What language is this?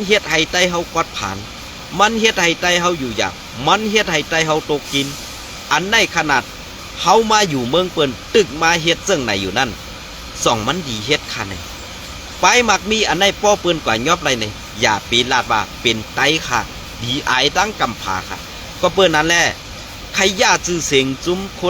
Shan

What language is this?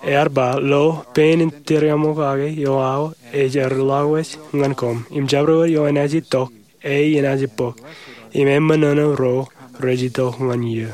Marshallese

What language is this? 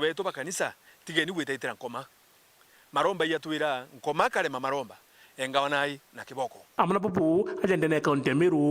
Meru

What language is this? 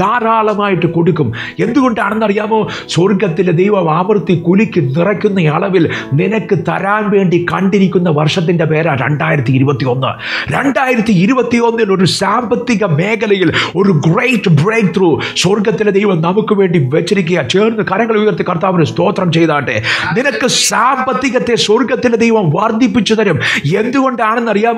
Malayalam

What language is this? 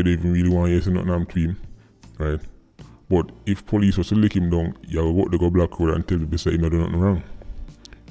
Jamaican Creole English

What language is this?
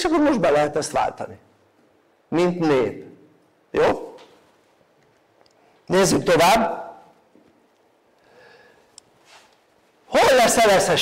Hungarian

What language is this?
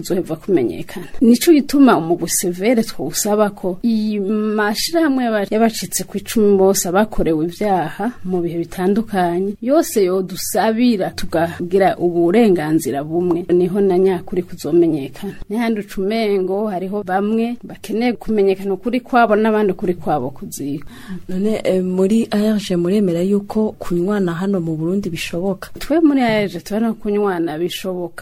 Rundi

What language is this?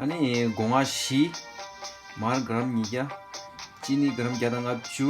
Tibetan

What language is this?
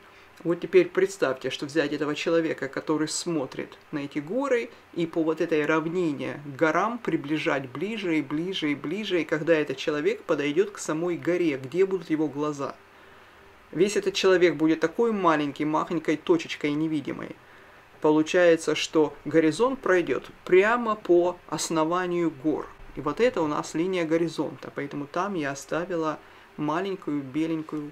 Russian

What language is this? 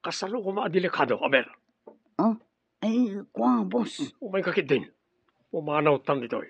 Iloko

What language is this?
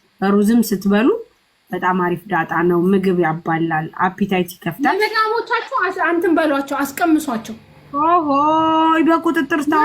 Amharic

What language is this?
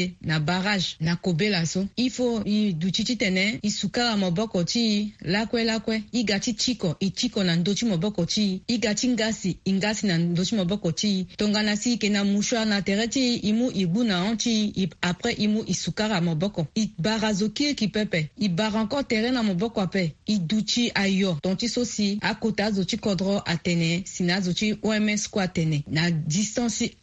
Sango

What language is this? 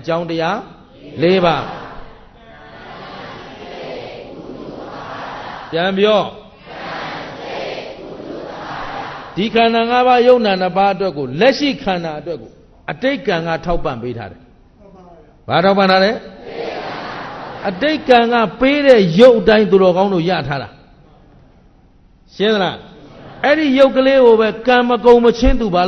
Burmese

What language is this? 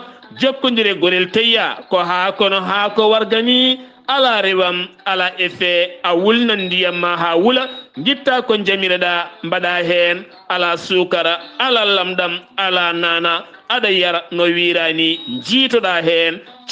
Fula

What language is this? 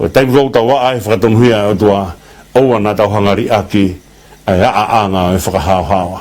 Tongan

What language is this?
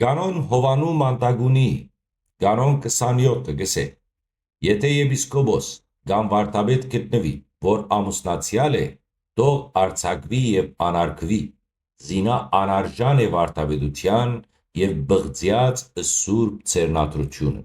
Western Armenian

